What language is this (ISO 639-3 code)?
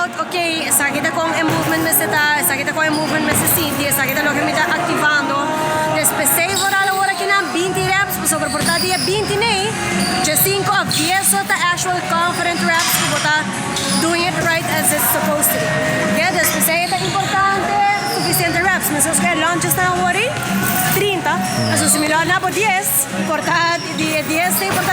pap